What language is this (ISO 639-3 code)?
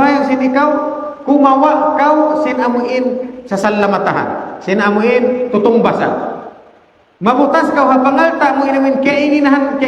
tsg